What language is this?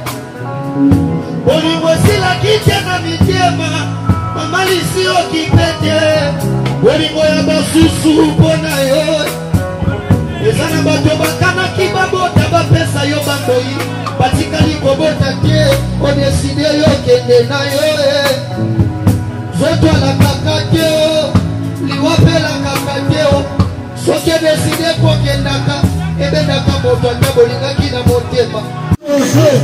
Lingala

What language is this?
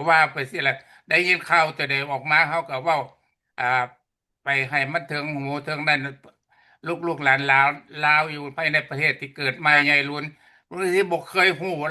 Lao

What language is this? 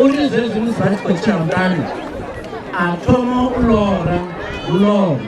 Venda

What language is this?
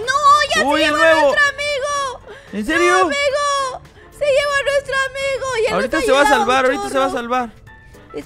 Spanish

